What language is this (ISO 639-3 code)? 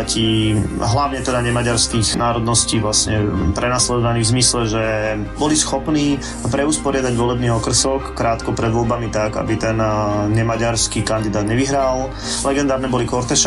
slk